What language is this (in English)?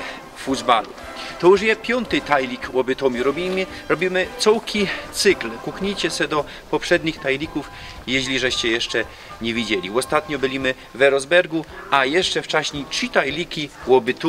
Silesian